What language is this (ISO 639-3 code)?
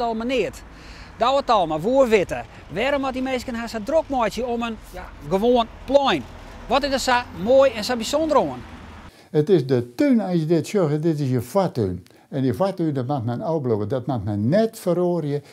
fry